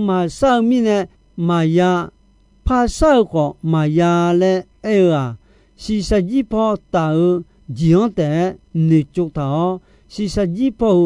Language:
Akha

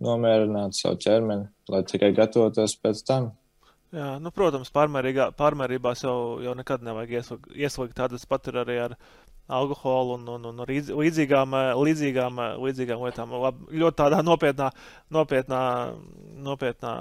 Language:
Latvian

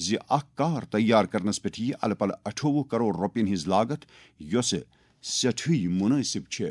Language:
Kashmiri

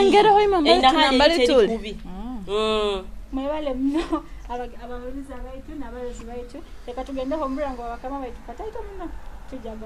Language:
Nyoro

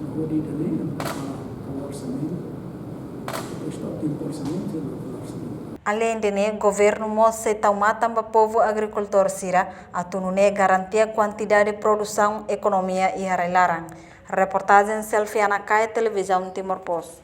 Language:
Tetum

